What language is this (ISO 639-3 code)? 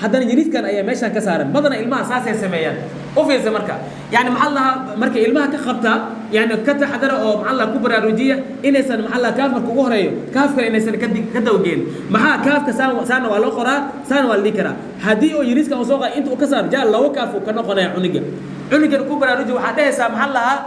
som